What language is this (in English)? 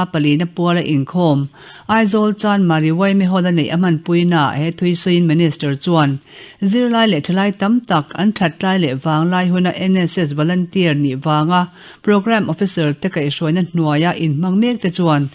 Mizo